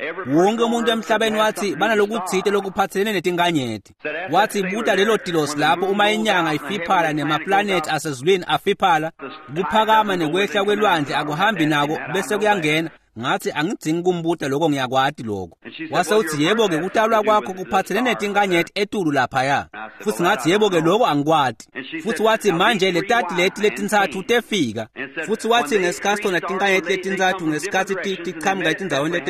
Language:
Swati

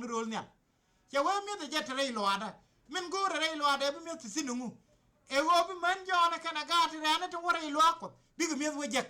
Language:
Nuer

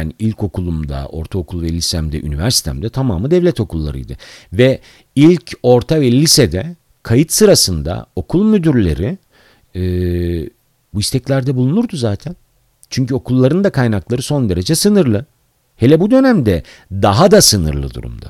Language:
Turkish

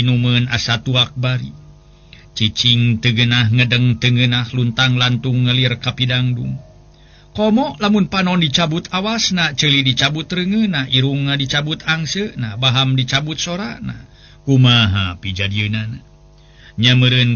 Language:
Sundanese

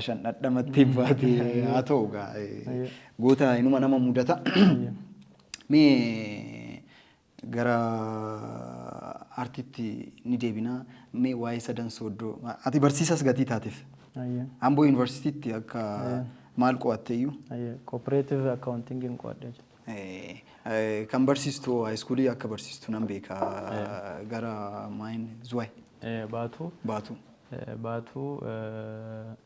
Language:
Oromo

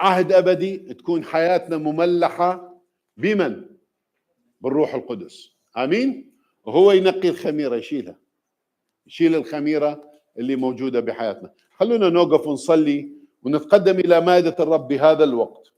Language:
Mesopotamian Arabic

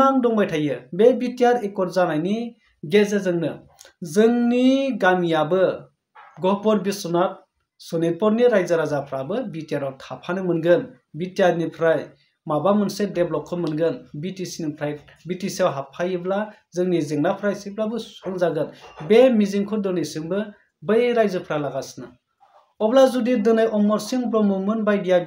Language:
Bodo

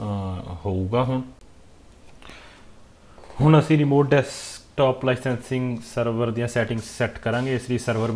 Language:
Punjabi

